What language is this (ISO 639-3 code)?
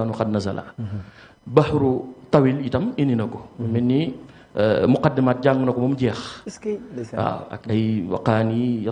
wol